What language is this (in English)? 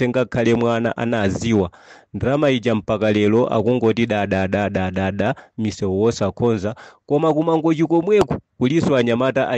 Nyanja